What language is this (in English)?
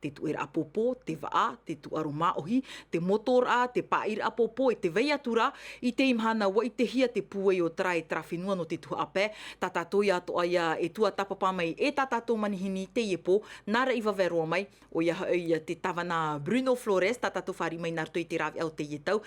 Tahitian